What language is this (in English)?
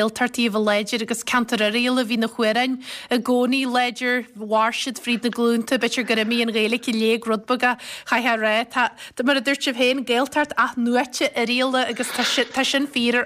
Irish